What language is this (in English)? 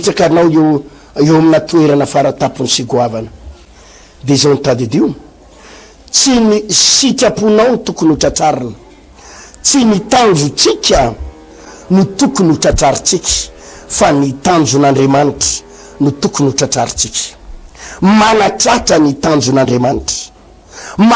Malagasy